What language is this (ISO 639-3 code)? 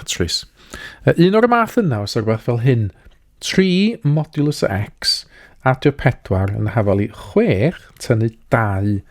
cym